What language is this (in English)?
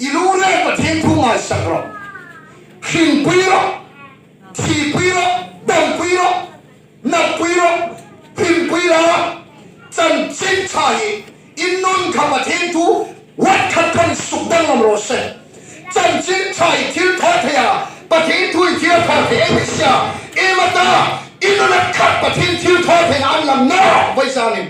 Hmar